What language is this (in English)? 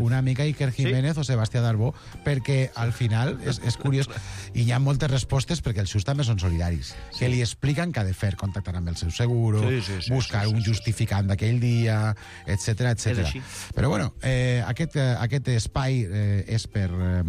Catalan